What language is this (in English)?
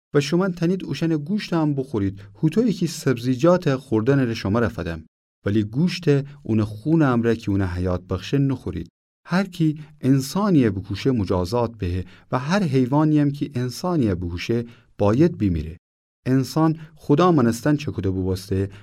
Gilaki